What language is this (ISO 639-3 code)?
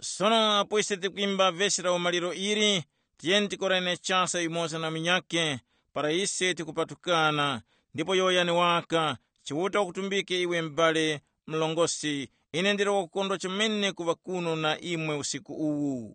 tum